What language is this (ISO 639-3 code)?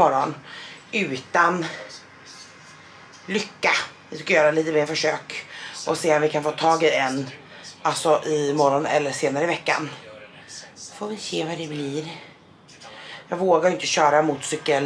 swe